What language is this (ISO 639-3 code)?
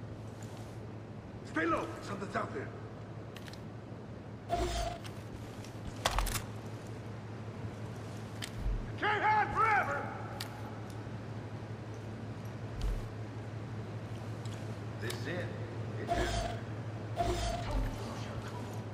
eng